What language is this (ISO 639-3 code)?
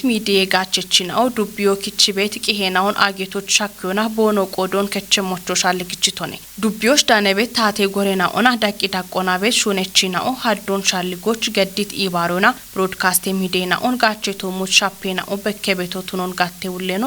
kbr